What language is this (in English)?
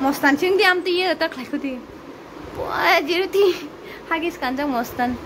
Kok Borok